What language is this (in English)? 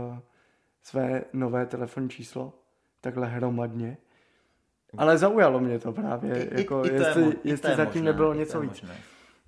Czech